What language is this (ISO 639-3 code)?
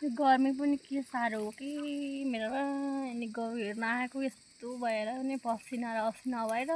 nep